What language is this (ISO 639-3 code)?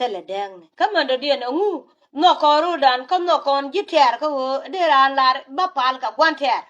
nus